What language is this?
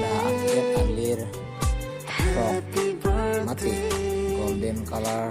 Karbi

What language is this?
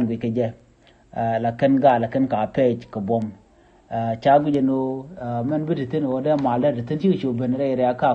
Nuer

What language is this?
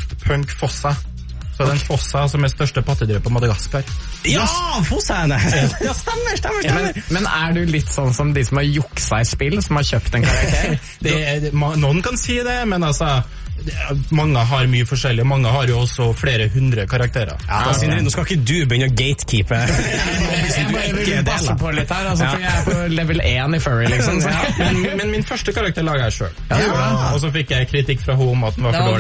Norwegian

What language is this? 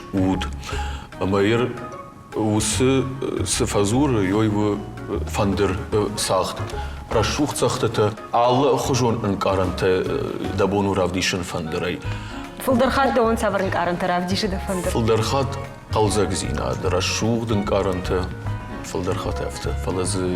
Ossetic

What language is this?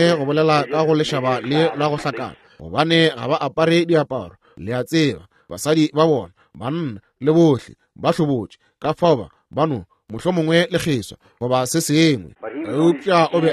Northern Sotho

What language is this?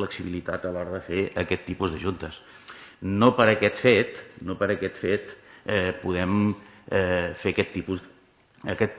Catalan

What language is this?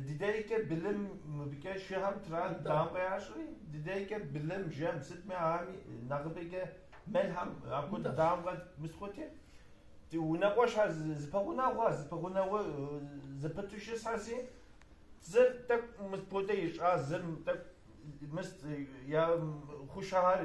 Kabardian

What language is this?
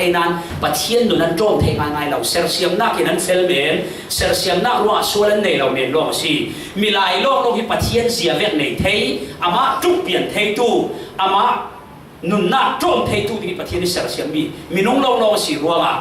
Falam Chin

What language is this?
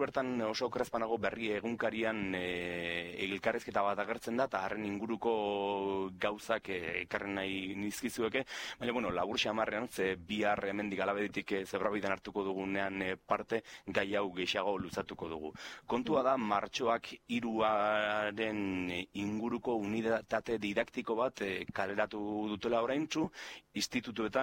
Basque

